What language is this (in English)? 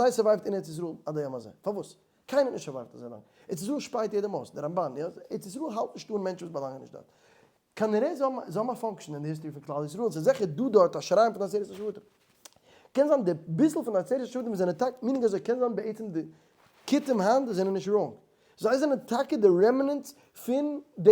Yiddish